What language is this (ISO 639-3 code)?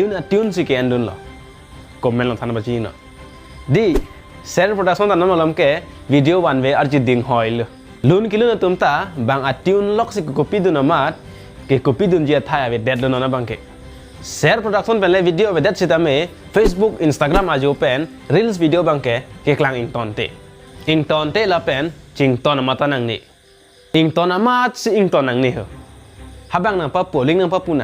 mjw